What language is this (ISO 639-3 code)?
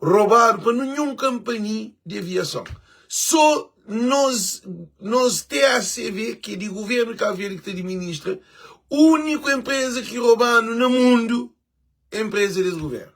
kea